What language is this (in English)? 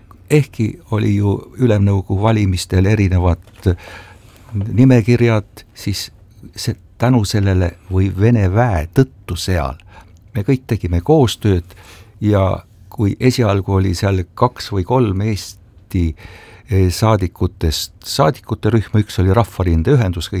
Estonian